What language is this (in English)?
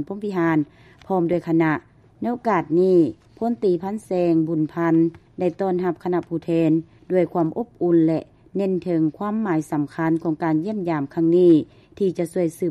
Lao